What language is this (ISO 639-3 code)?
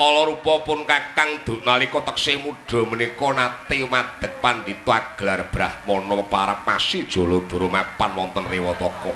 jav